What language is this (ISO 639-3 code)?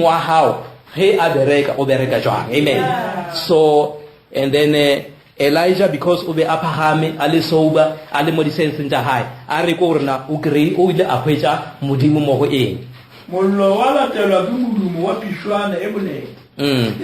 nso